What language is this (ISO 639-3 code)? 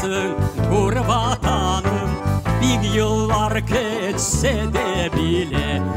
crh